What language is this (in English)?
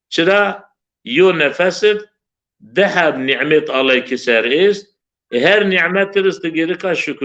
Zaza